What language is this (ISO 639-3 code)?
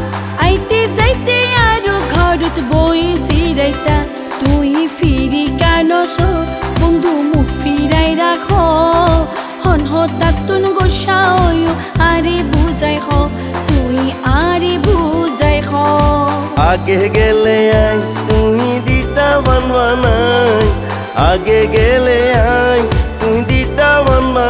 ctg